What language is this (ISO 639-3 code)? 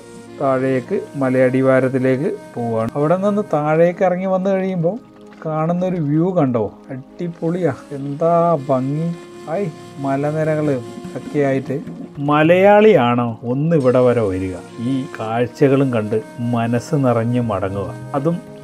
mal